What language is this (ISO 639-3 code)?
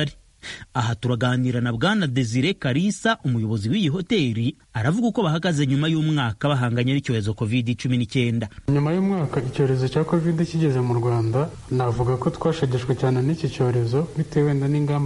kin